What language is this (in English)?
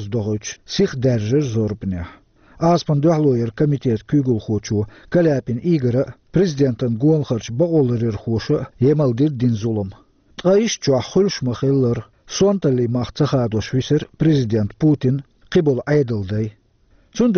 Chechen